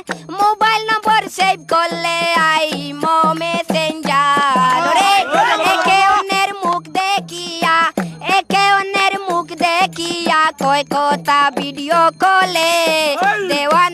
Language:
Sylheti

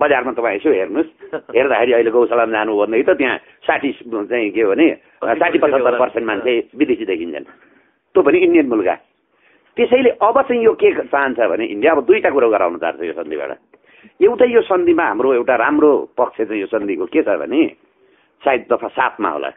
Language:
Nepali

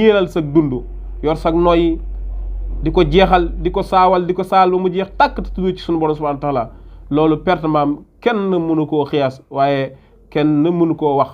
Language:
Wolof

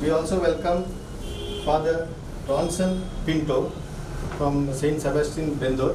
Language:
Konkani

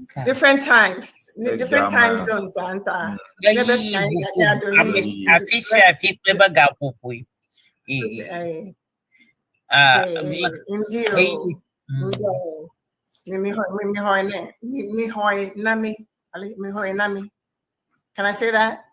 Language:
Ewe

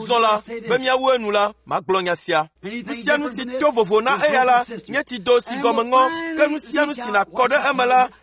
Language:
Ewe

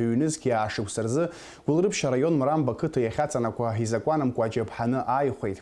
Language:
Abkhazian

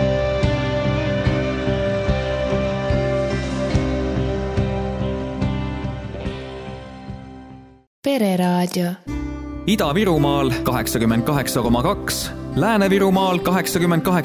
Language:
Estonian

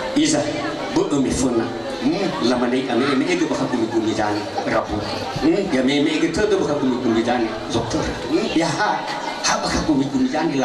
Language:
Nias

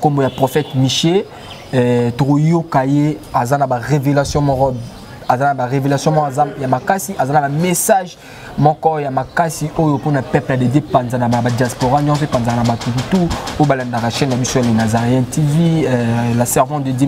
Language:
Lingala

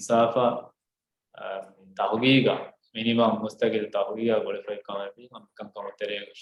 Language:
Divehi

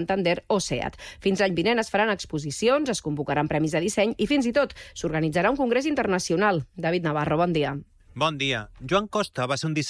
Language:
Catalan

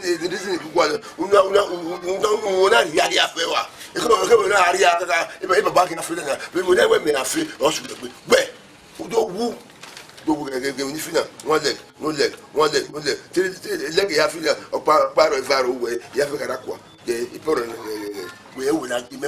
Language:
Bini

